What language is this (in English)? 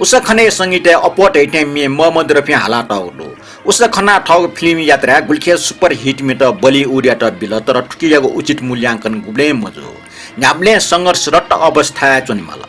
Newari